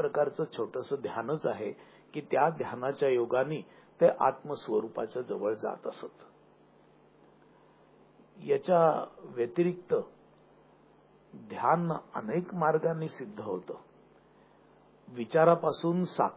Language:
Marathi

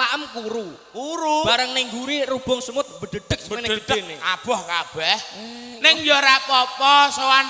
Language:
Javanese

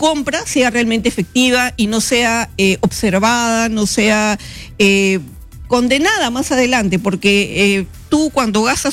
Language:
Spanish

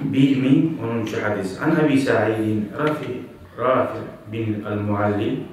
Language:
Kumyk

